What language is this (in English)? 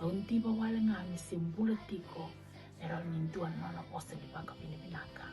Fijian